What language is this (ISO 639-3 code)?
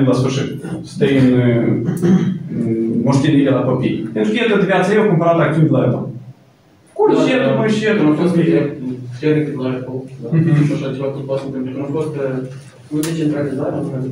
ron